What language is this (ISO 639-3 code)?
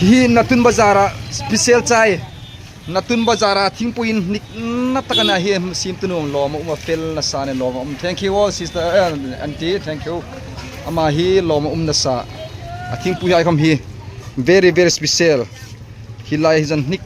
hmr